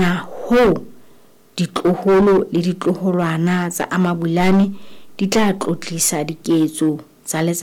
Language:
Southern Sotho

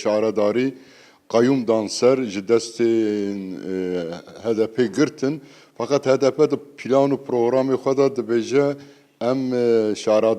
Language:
Kurdish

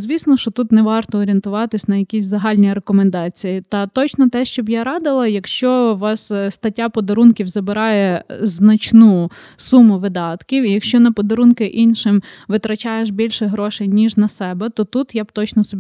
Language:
Ukrainian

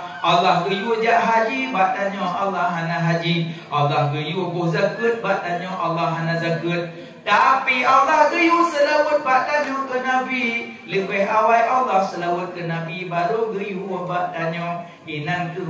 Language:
Achinese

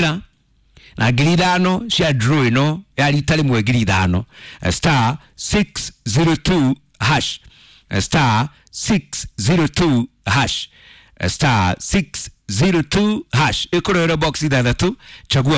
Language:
Kikuyu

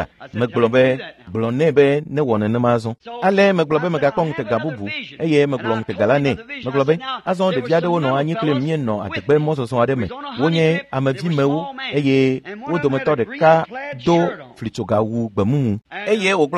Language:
Ewe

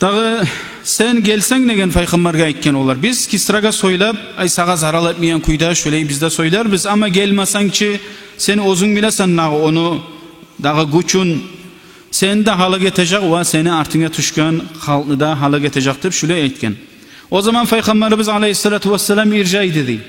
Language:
Kumyk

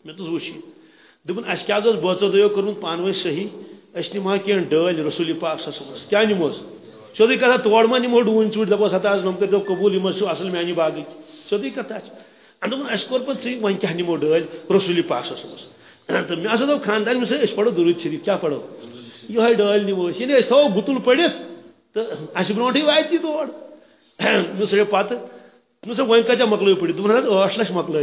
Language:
Kashmiri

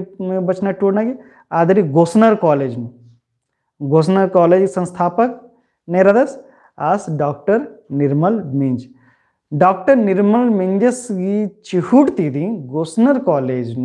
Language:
Kurukh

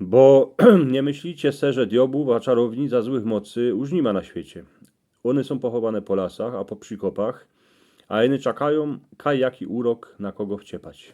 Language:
Silesian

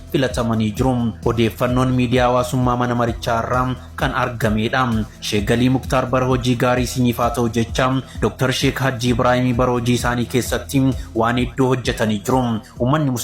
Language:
Oromo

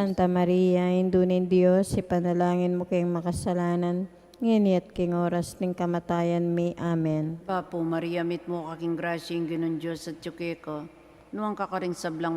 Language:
Pampanga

